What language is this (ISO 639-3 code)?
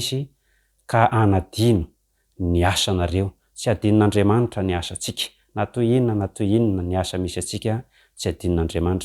mlg